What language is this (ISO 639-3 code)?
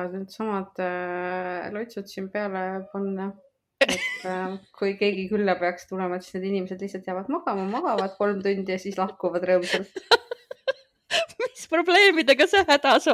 est